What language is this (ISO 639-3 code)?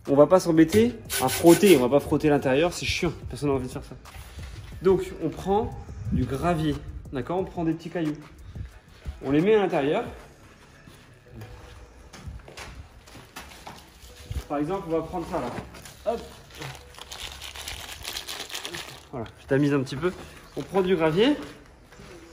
fra